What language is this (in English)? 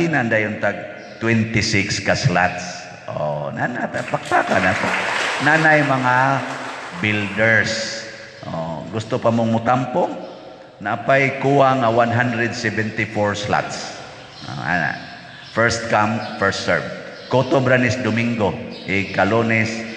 Cebuano